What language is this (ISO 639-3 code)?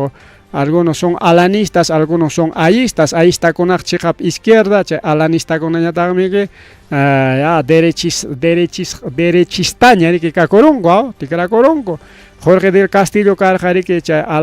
quy